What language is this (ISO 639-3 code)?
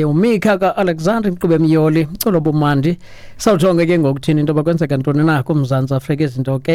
xho